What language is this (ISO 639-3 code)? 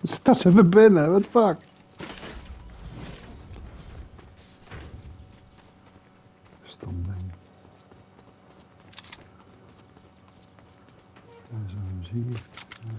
nld